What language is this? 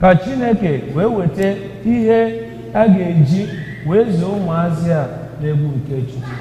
Igbo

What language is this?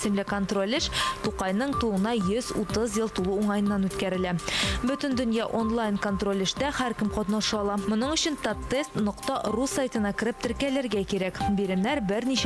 Tatar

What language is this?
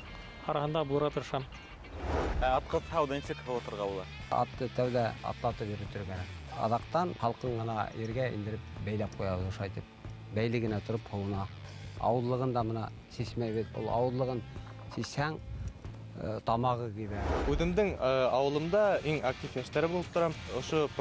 Bashkir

